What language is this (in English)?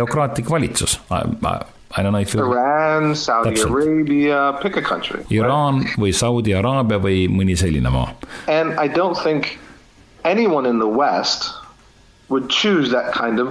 Estonian